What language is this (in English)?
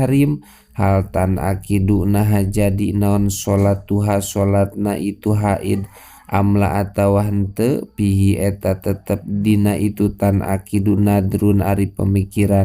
Sundanese